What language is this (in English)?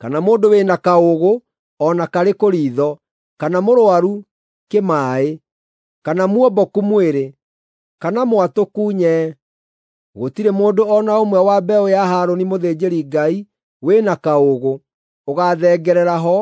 Kikuyu